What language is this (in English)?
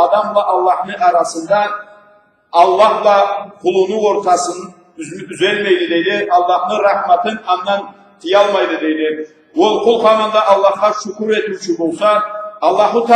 Karachay-Balkar